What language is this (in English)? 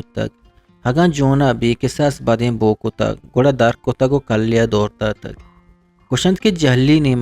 Eastern Balochi